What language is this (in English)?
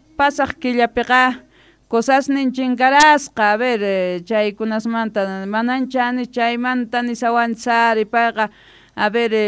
South Bolivian Quechua